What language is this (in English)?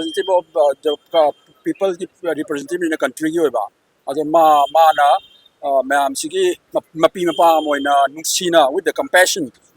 Manipuri